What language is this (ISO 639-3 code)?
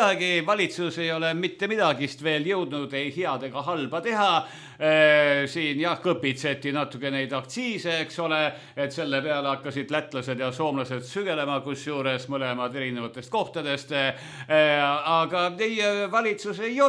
est